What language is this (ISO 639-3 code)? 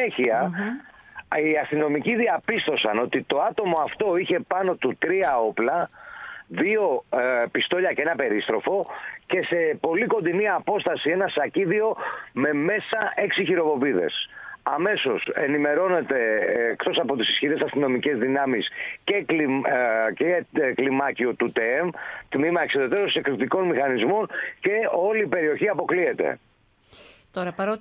ell